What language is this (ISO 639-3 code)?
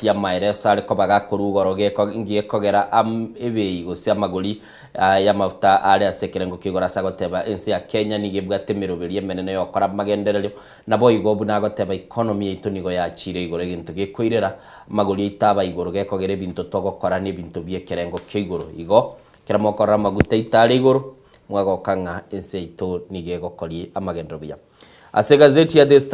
guz